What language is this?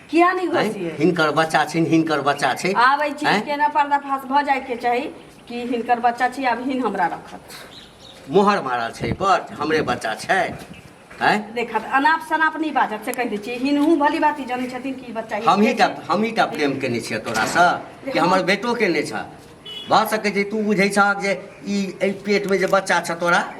Maithili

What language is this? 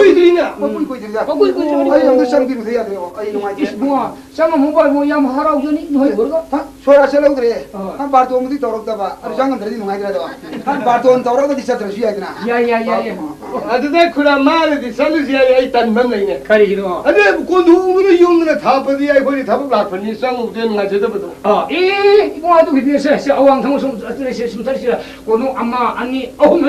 Manipuri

